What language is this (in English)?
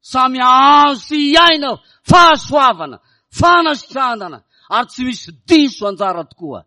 Malagasy